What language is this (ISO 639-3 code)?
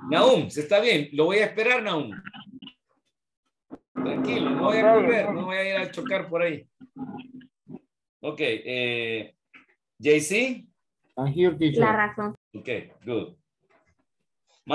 spa